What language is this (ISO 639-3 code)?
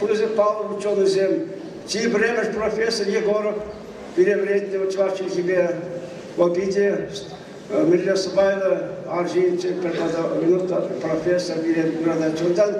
chv